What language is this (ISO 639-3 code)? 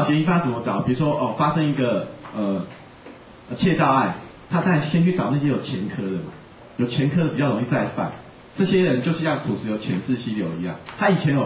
zho